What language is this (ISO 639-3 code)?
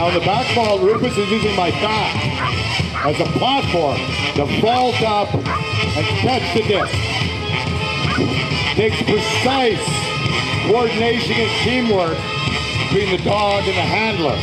eng